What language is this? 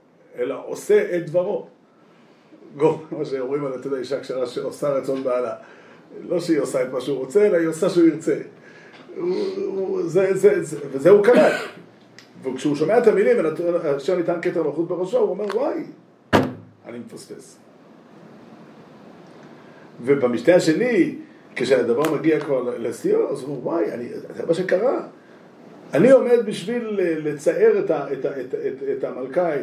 Hebrew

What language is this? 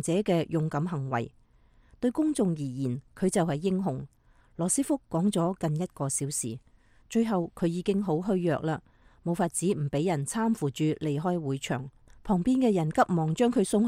Cantonese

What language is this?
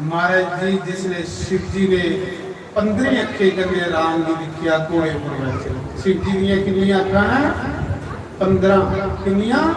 Dogri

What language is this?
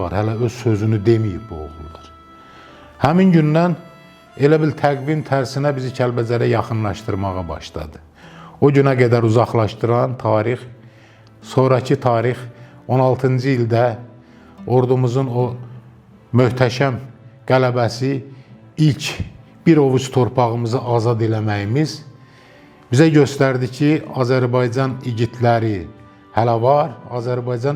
Azerbaijani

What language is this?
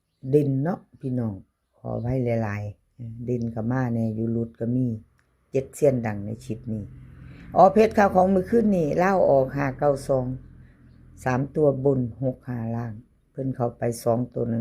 Northeastern Thai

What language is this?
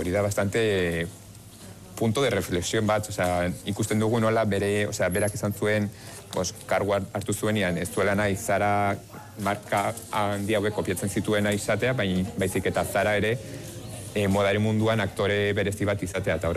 Basque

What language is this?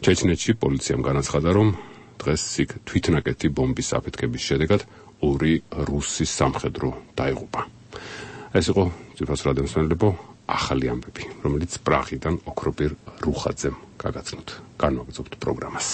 Georgian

